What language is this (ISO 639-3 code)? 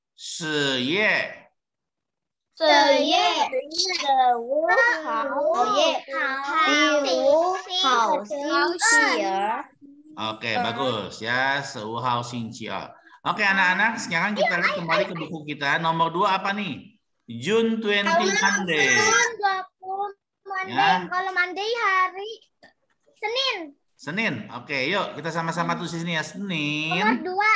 ind